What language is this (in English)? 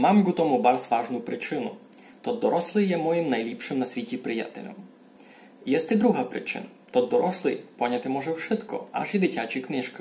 Rusyn